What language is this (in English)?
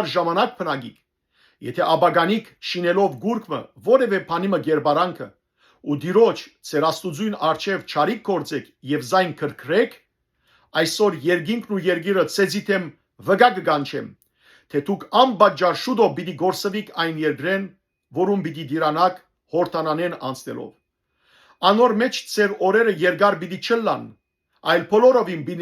Western Armenian